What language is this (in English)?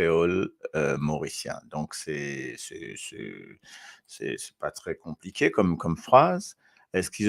Morisyen